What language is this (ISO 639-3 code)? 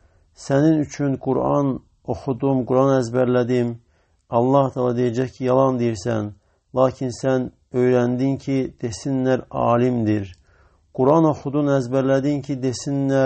aze